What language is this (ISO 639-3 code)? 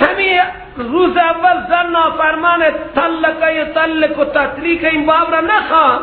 fas